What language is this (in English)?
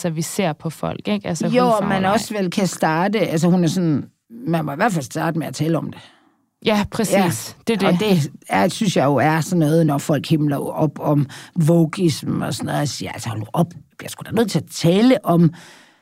Danish